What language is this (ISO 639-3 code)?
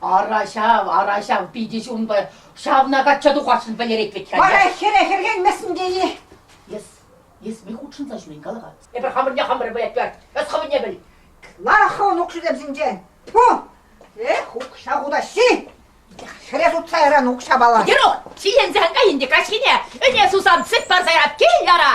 chv